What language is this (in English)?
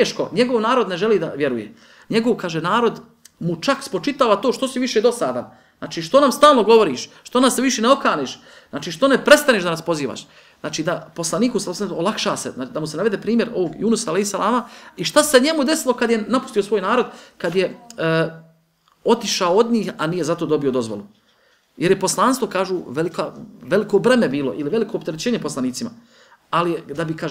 Bosnian